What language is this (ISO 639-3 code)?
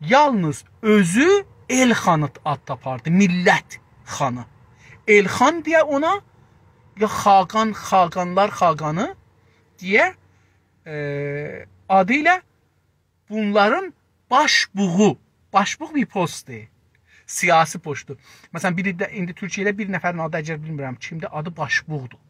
azb